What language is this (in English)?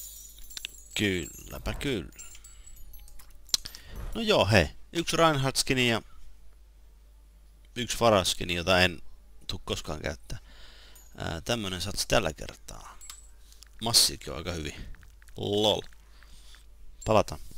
Finnish